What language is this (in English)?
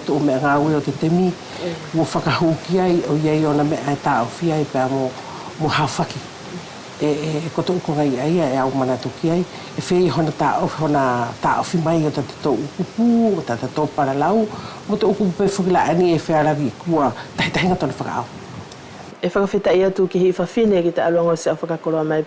Wallisian